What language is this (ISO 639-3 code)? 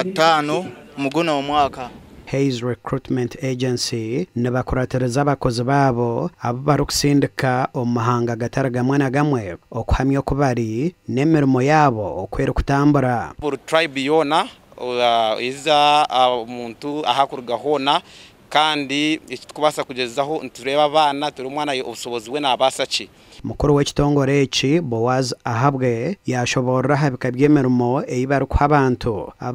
nyn